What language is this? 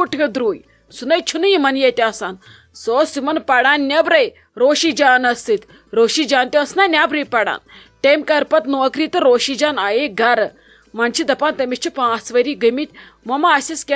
Kashmiri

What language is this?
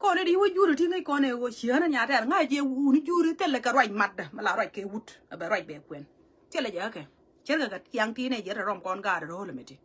Nuer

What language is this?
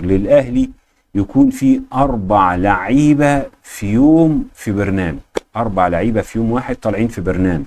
Egyptian Arabic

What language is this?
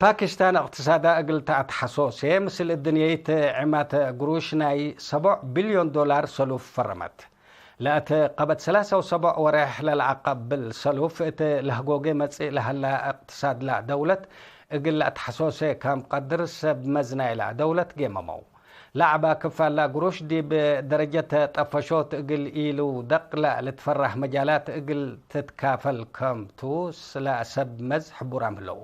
Tigre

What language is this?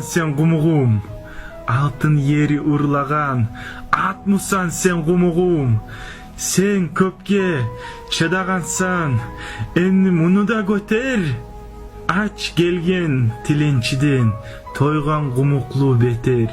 Kumyk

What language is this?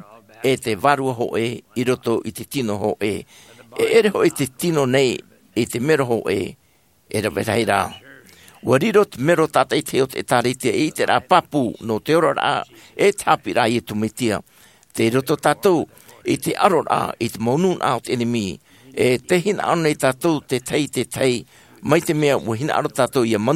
Tahitian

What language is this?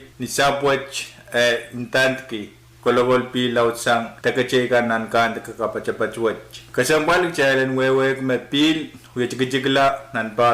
Pohnpeian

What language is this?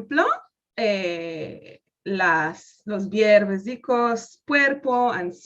Ladino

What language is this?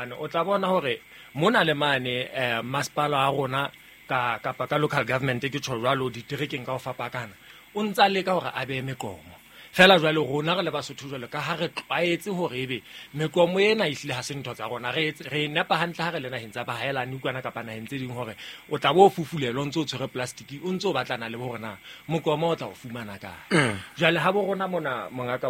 Southern Sotho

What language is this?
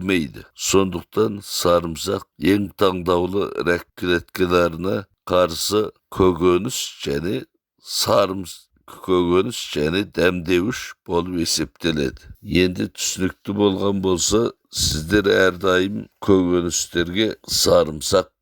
Kazakh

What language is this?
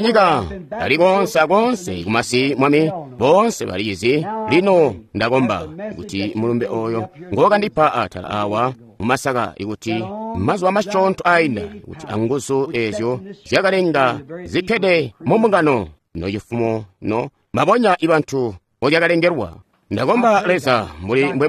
Tonga (Zambia)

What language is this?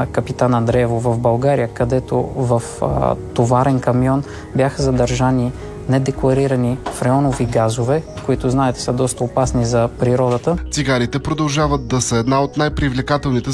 Bulgarian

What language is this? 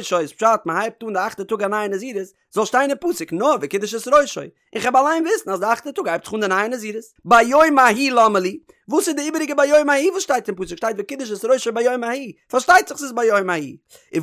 Yiddish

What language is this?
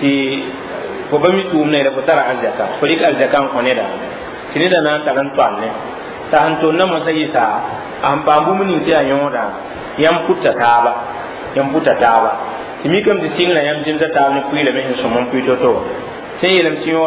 Mossi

